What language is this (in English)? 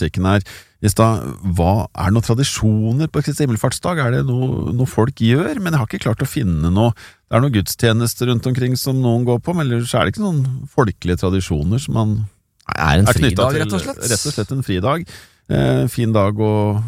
Norwegian